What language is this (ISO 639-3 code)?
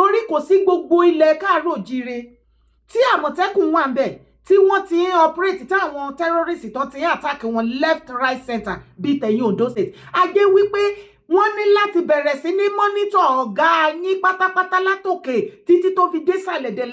yor